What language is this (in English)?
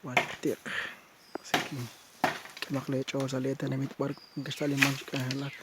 Kekchí